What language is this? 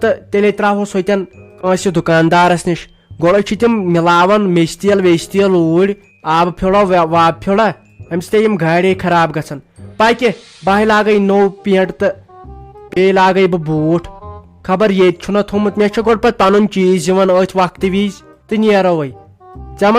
Kashmiri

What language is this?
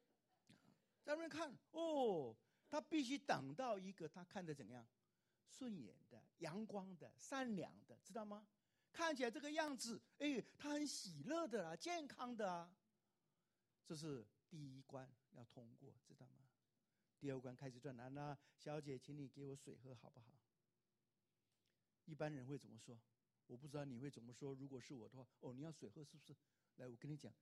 Chinese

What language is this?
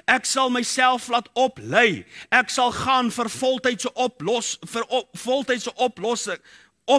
Afrikaans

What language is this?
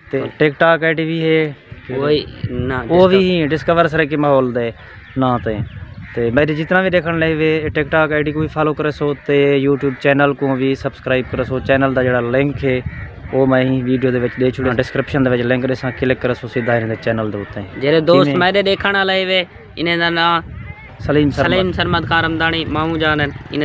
Saraiki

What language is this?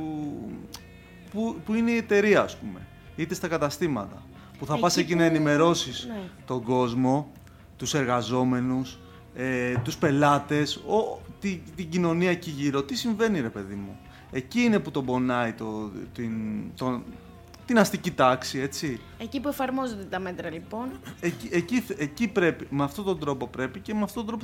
Greek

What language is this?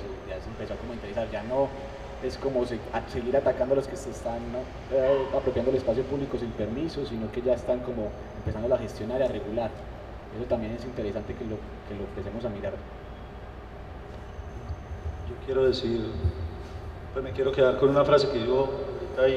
Spanish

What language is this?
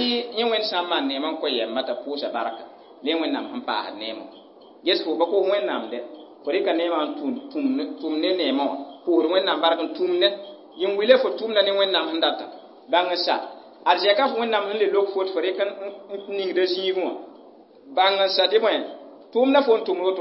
Mossi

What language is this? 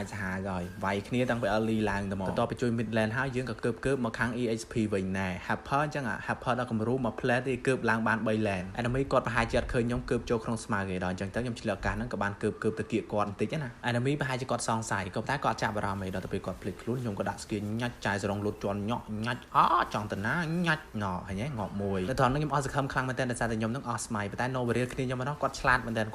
Khmer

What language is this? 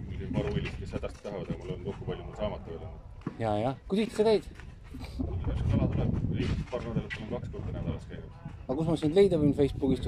Estonian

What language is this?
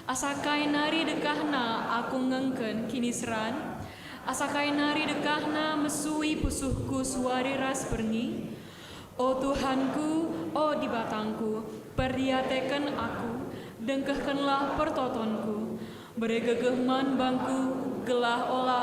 Batak Karo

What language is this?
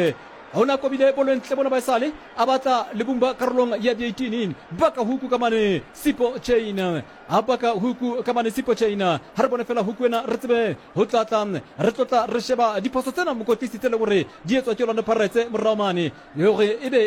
Southern Sotho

